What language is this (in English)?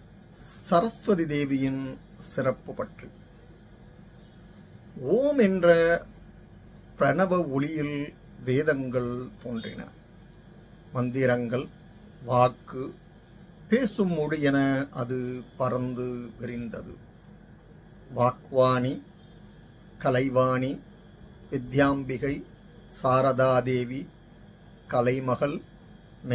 Tamil